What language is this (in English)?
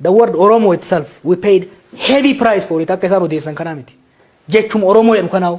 Oromo